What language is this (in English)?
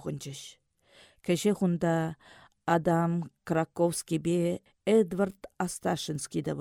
Chuvash